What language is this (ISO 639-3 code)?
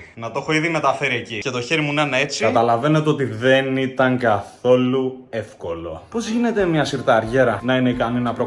ell